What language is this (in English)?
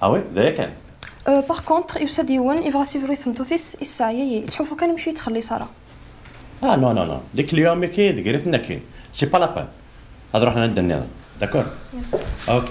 Kabyle